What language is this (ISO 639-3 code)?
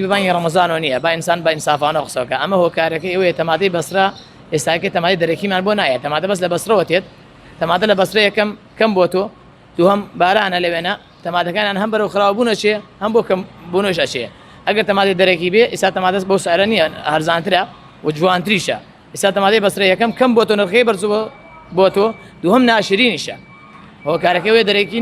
ckb